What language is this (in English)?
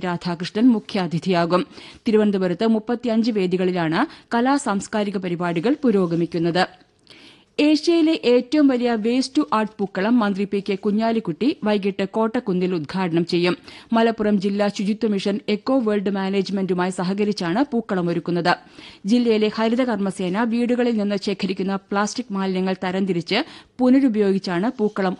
Malayalam